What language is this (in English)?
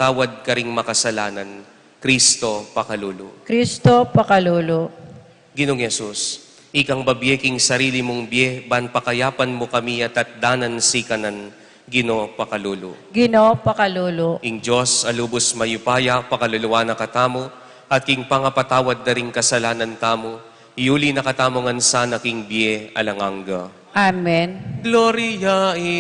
Pampanga